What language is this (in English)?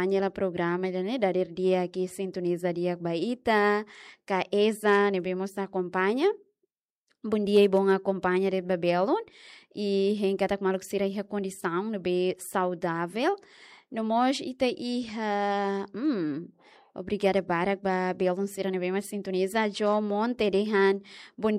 Tetum